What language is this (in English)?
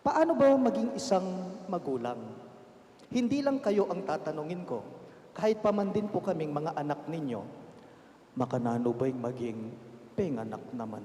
Pampanga